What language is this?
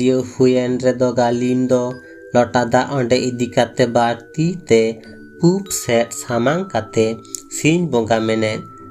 Santali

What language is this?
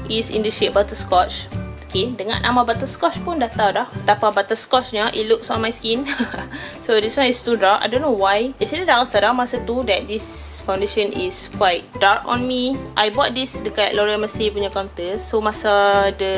Malay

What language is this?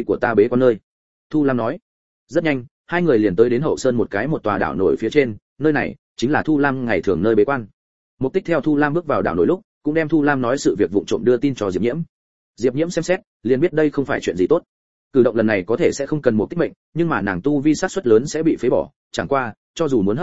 Vietnamese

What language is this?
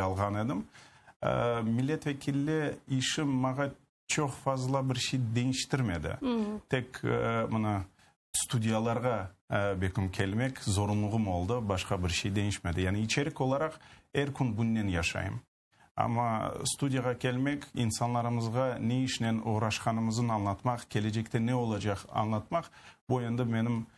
Crimean Tatar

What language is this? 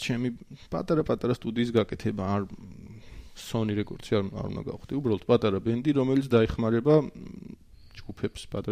Georgian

